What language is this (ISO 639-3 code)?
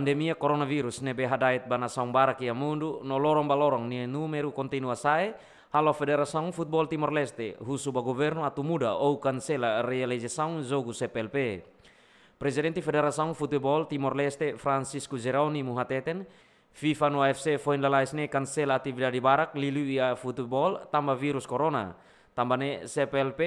tet